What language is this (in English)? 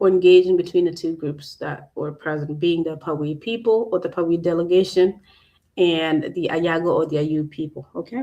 Acoli